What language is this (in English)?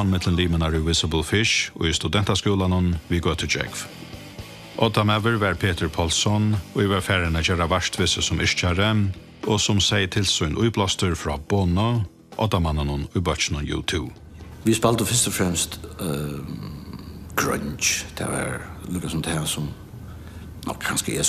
Faroese